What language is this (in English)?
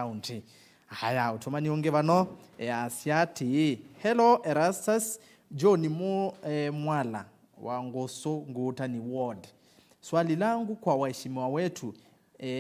Kamba